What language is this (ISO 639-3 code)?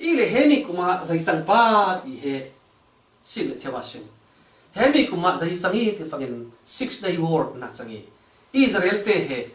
cfm